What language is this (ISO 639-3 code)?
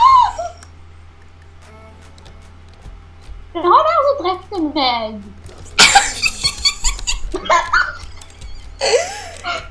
nor